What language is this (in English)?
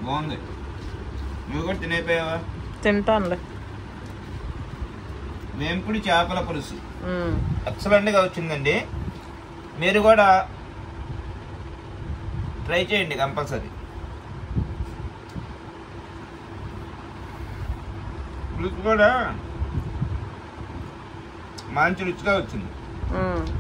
Telugu